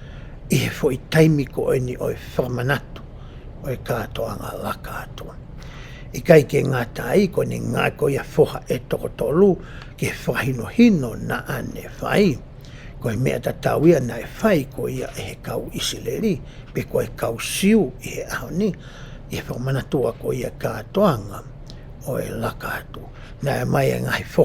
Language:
Tongan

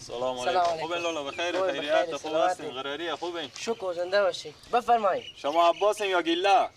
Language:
Persian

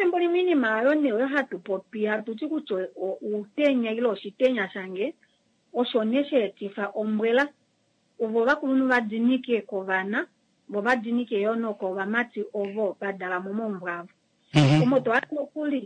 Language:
Kuanyama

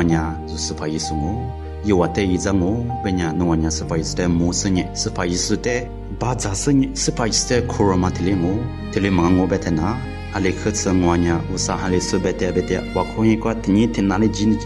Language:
Lisu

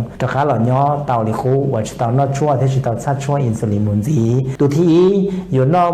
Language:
Hmong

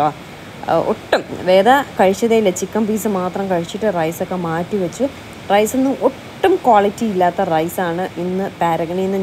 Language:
Malayalam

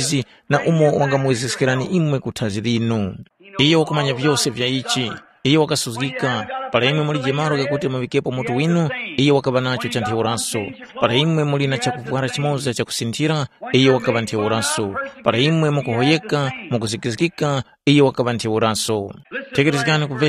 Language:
Tumbuka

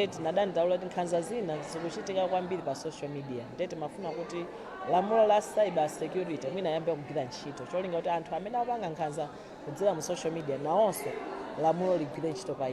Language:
Nyanja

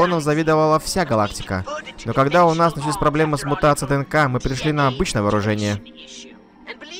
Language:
Russian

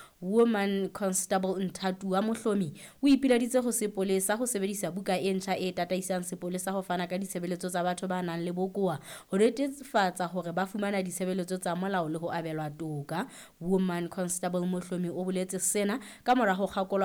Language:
Southern Sotho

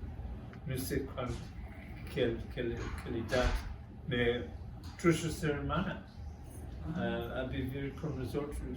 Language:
Ladino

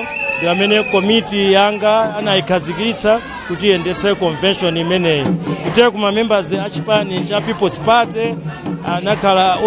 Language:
Nyanja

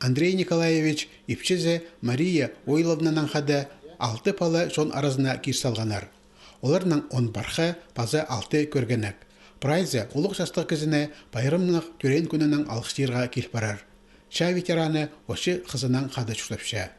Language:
Khakas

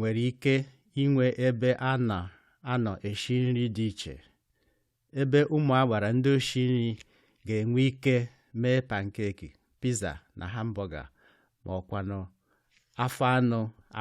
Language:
Igbo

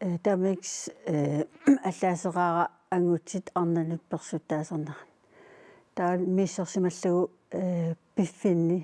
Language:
Kalaallisut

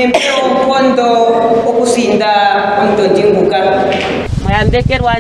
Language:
Ndonga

